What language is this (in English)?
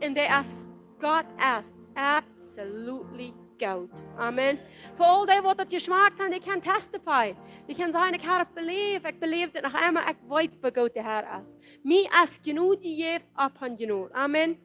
Plautdietsch